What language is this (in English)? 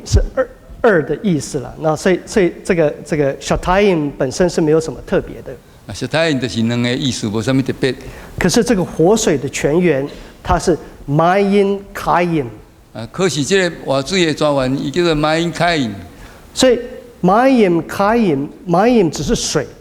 Min Nan Chinese